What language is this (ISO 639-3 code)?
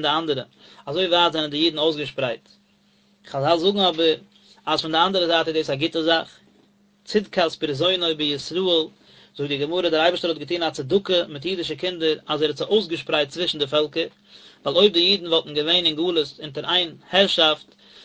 yid